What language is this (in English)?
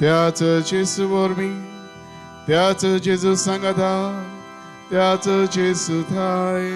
Konkani